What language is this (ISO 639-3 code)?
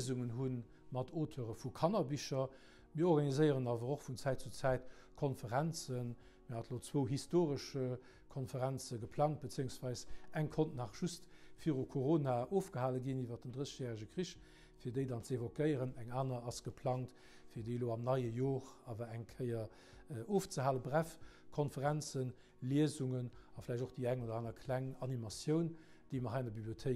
ltz